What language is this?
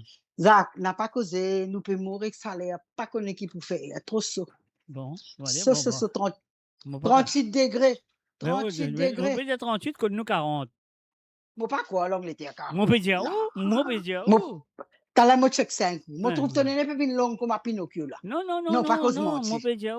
Morisyen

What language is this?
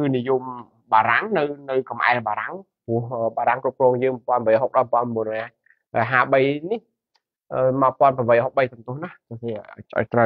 Khmer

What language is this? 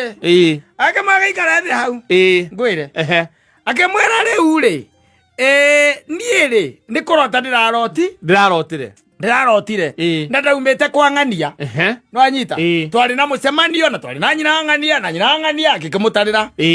Kikuyu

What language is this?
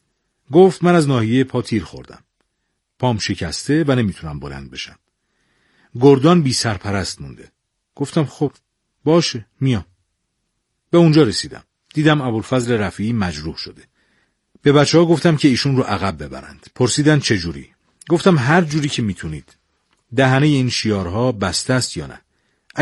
Persian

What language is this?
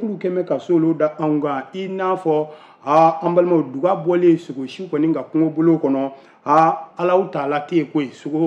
Bambara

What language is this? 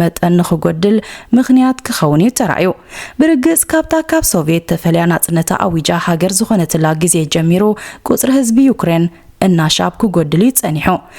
Tigrinya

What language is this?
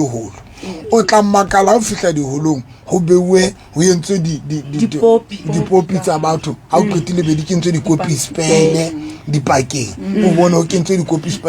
Southern Sotho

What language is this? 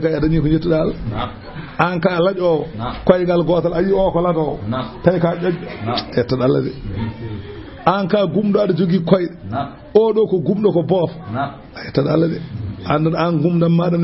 Fula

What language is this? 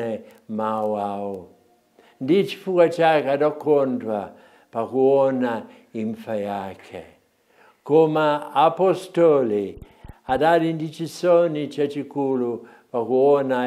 Nyanja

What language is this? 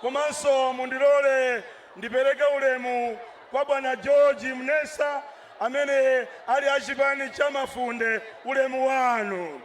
Nyanja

